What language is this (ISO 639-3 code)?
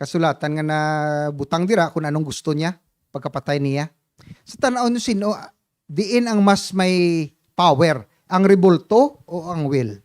hil